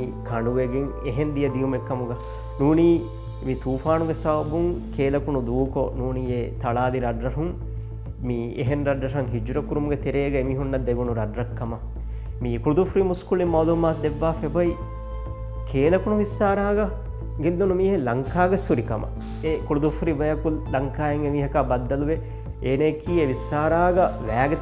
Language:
Divehi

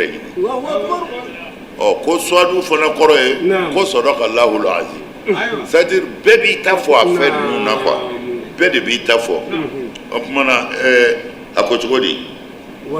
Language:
Bambara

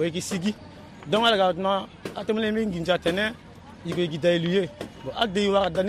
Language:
Sango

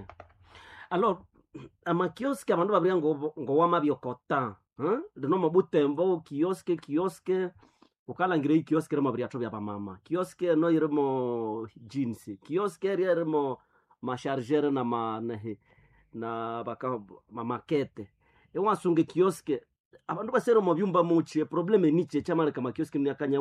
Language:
Nande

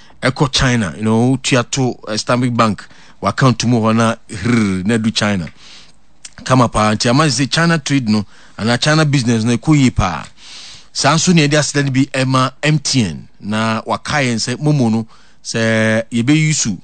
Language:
Akan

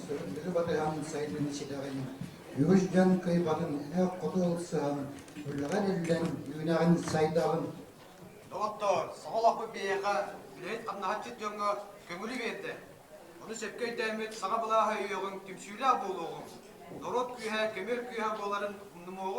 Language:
Yakut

